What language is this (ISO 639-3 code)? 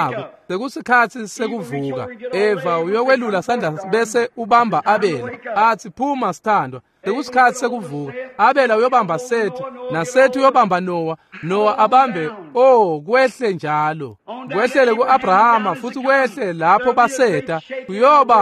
ssw